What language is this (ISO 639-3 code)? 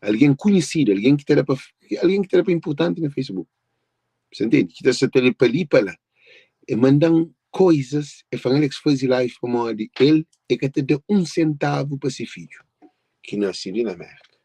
kea